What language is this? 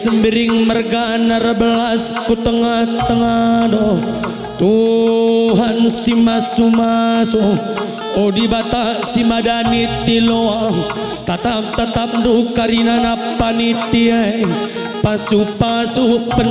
Batak Karo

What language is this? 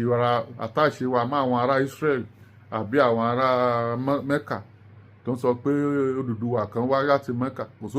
Yoruba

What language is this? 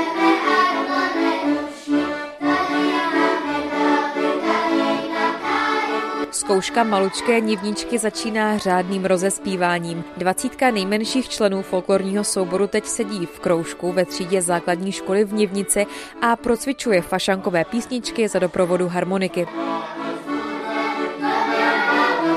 Czech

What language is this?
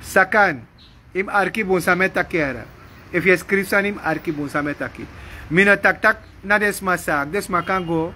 Sranan Tongo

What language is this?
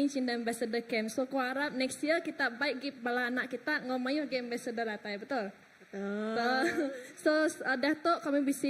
Iban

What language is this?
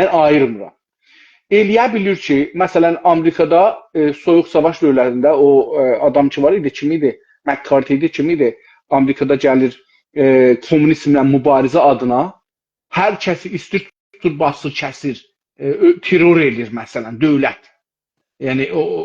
South Azerbaijani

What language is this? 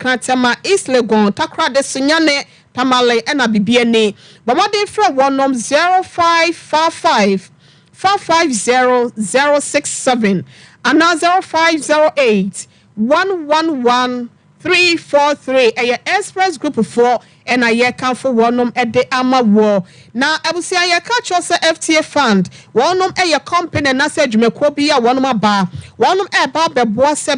Akan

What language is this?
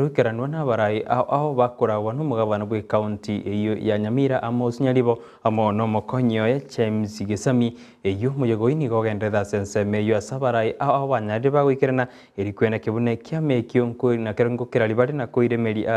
Gusii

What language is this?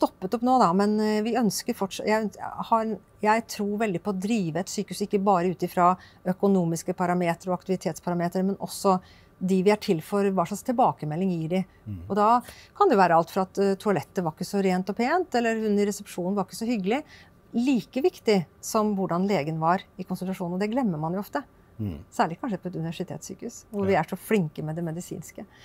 Norwegian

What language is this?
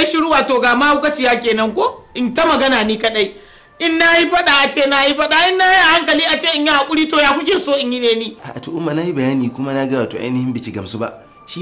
Hausa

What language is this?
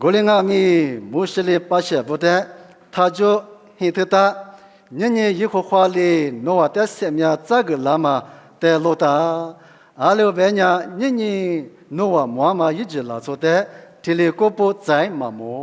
Lisu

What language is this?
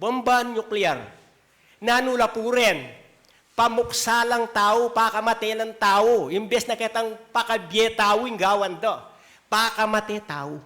Pampanga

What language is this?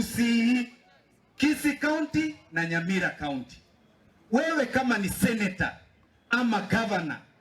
Gusii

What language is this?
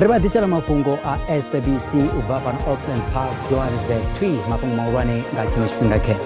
Venda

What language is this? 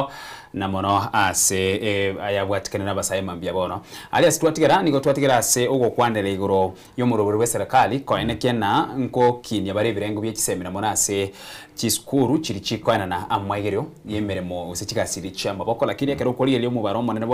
Gusii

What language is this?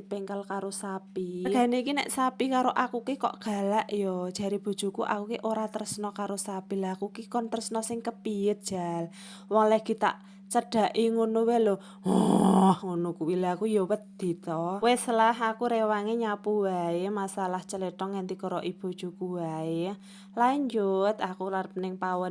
Javanese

